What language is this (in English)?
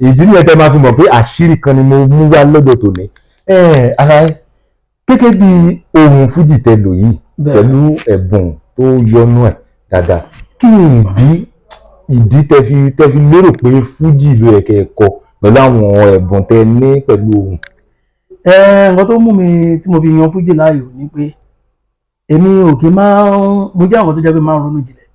Yoruba